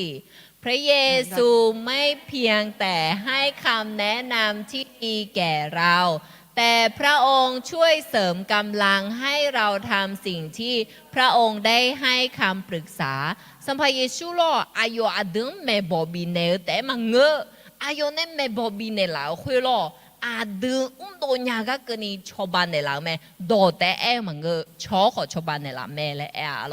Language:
Akha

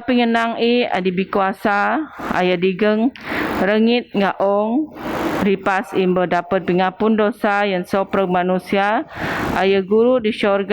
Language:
Biatah Bidayuh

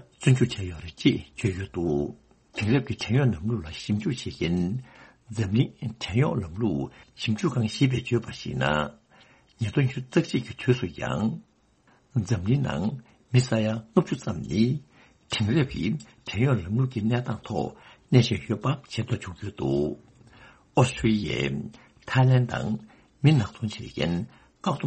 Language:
Tibetan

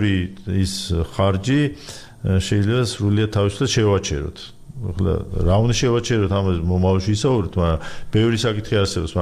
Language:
Georgian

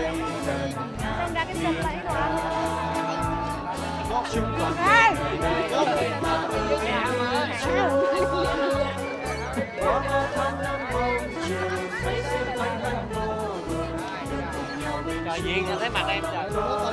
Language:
Vietnamese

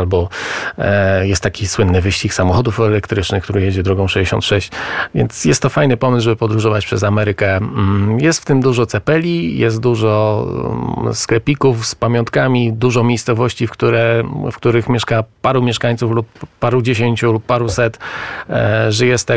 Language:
Polish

